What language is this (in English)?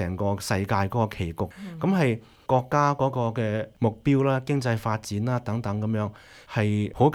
Cantonese